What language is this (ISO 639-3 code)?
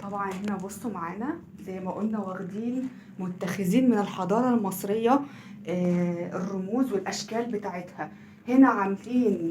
arz